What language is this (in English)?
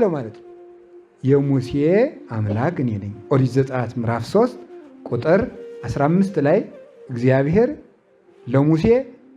Amharic